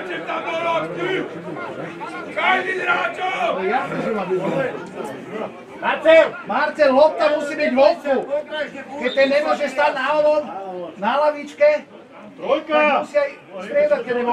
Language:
Slovak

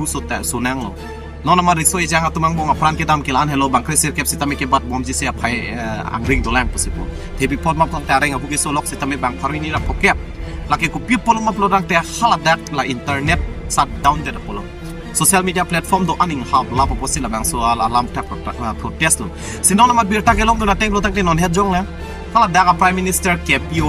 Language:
Karbi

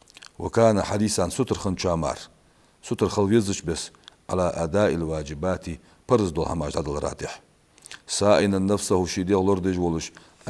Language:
Ingush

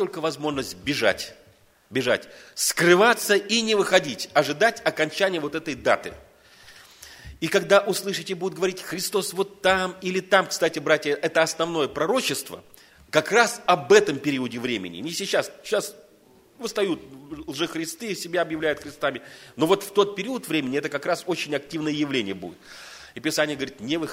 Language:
Russian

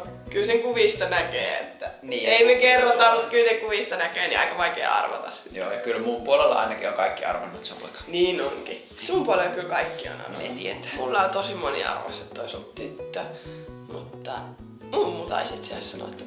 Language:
Finnish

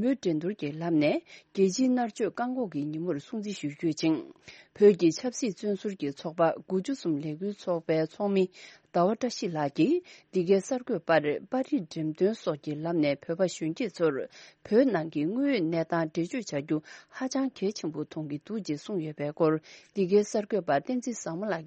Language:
Tibetan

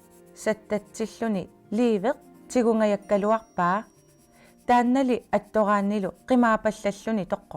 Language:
Kalaallisut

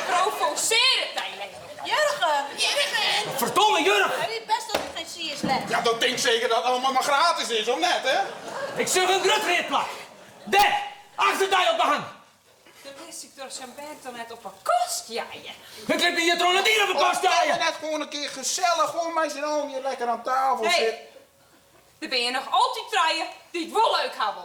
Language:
Western Frisian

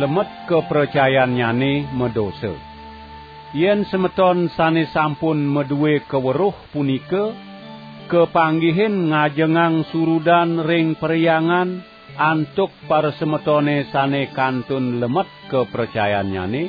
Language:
Balinese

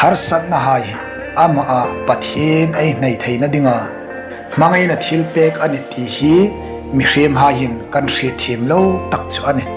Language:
Hmar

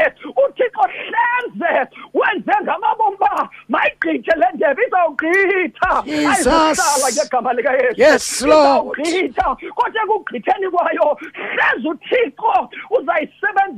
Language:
Xhosa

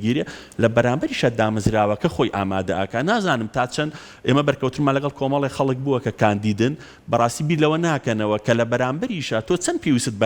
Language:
Central Kurdish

